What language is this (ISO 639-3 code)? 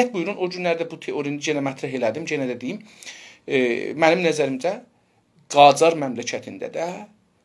azb